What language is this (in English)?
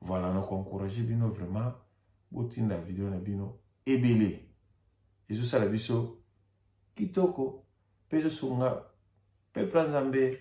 Lingala